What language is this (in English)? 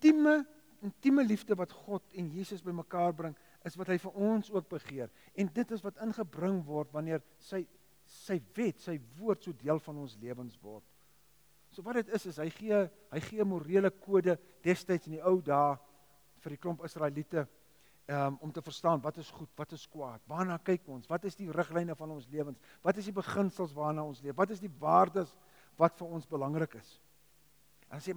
Afrikaans